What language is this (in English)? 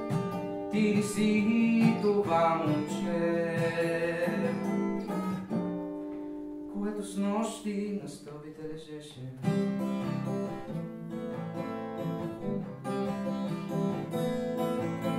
Bulgarian